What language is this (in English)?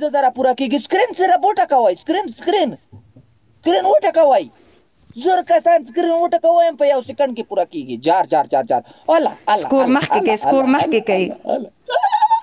Pashto